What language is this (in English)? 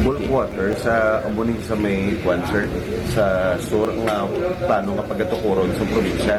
Hiligaynon